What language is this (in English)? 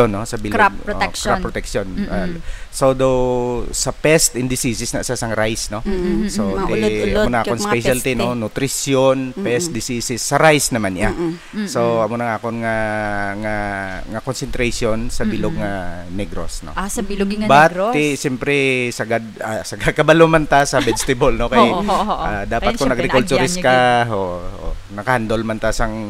Hiligaynon